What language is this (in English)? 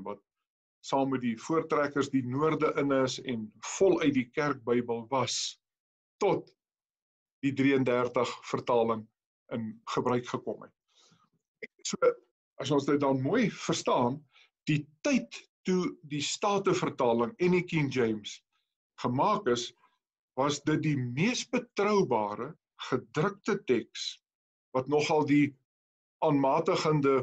Afrikaans